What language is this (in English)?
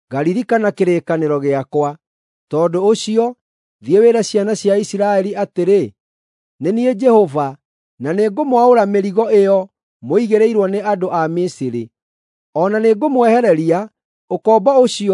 Kikuyu